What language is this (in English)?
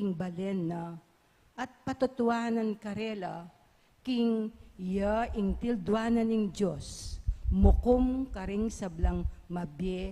Pampanga